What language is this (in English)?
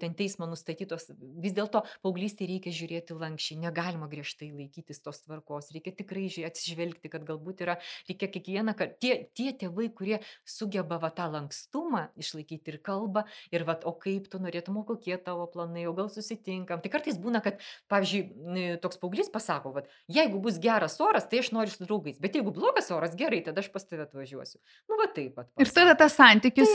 Lithuanian